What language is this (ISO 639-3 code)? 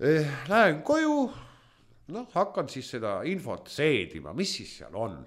est